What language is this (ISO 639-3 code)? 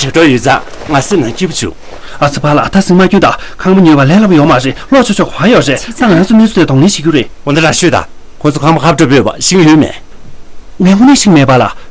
bod